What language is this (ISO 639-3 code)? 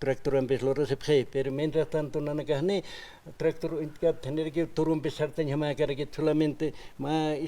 aym